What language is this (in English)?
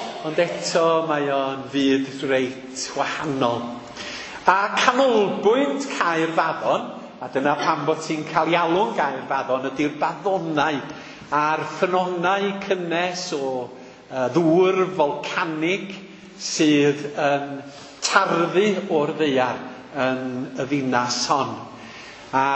Welsh